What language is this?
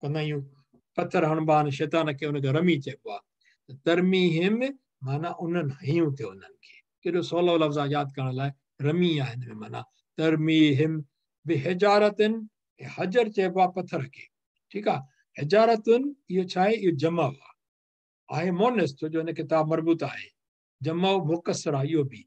Sindhi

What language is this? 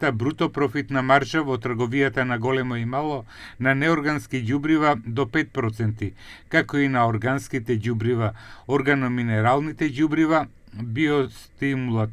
Macedonian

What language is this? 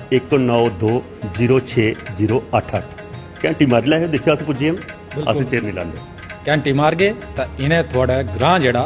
Dogri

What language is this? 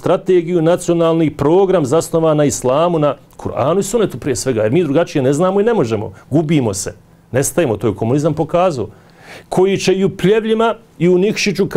Bosnian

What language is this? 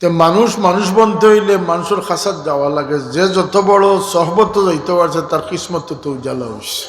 Sylheti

